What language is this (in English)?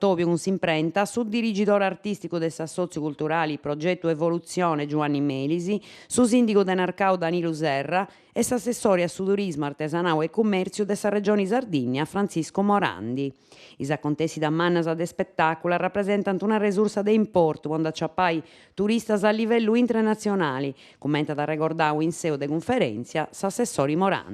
Sardinian